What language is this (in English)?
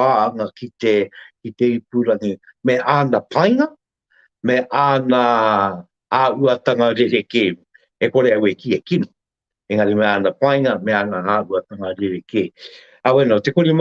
Māori